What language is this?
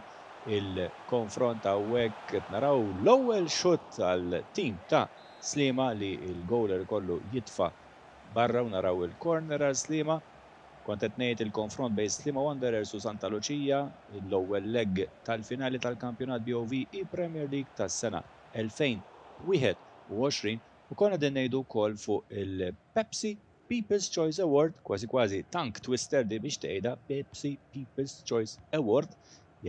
Maltese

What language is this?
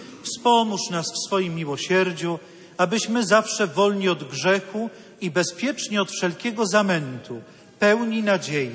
Polish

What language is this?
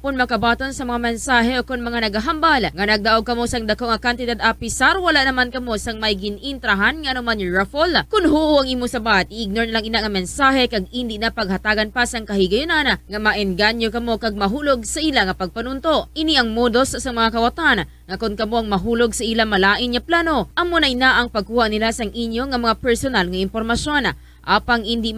Hiligaynon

